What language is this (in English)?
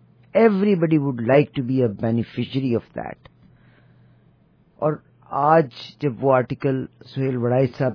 Urdu